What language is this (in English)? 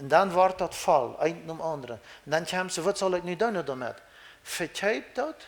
Plautdietsch